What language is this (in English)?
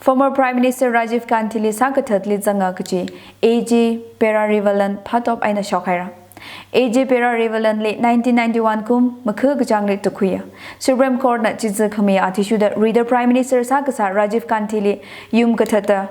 Tangkhul Naga (India)